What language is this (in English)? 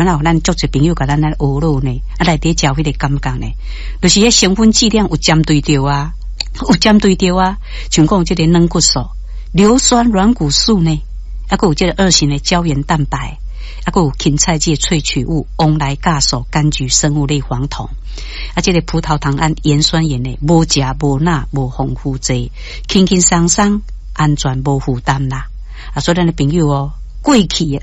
Min Nan Chinese